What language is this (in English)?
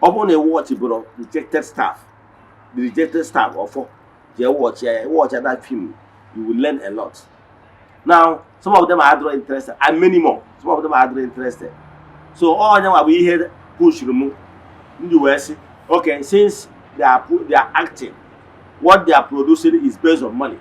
Igbo